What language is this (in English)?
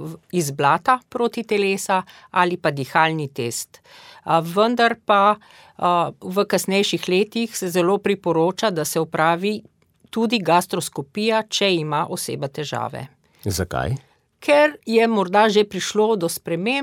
Slovenian